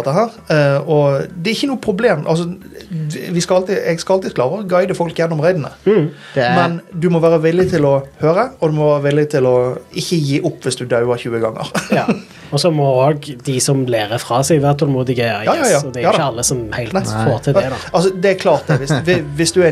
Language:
Norwegian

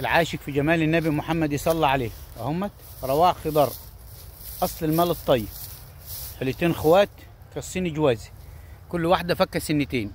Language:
Egyptian Arabic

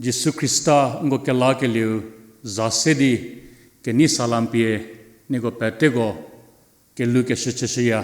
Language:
Angami Naga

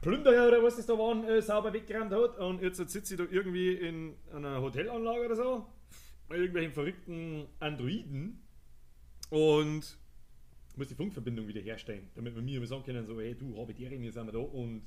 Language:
Bavarian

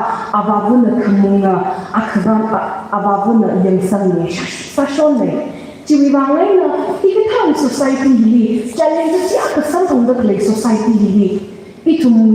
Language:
Tangkhul Naga (India)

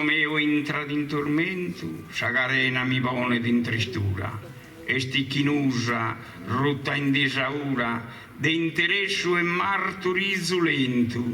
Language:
Sardinian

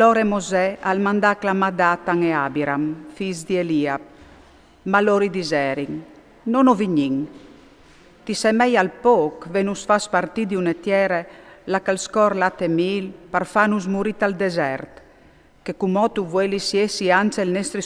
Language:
Friulian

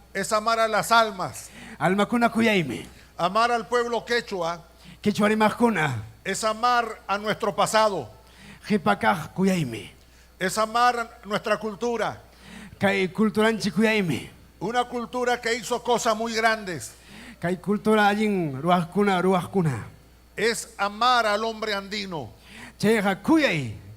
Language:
Ayacucho Quechua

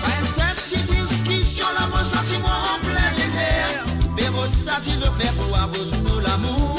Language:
Morisyen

